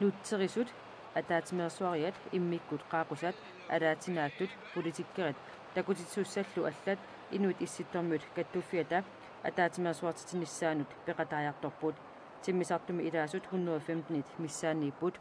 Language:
Kalaallisut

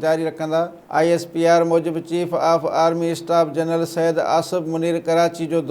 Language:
Sindhi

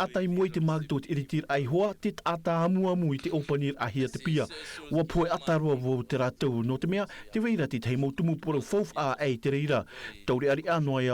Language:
Tahitian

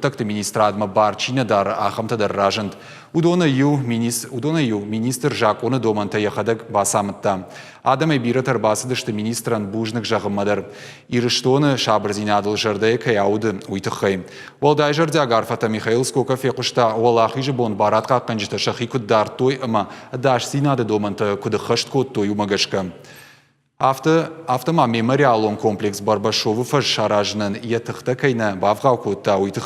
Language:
Ossetic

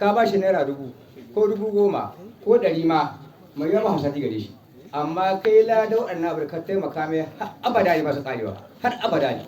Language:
Hausa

